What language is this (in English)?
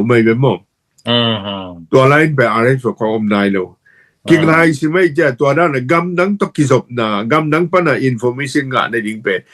Tedim Chin